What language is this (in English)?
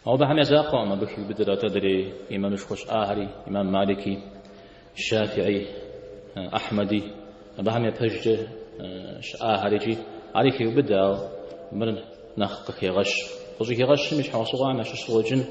Kabardian